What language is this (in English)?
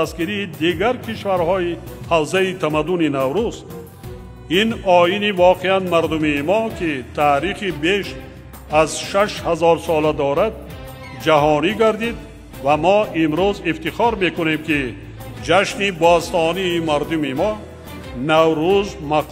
Tajik